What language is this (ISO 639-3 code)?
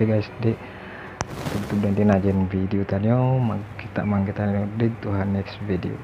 tsg